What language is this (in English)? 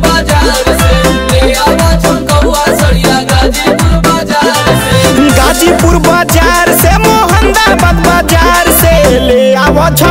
Bhojpuri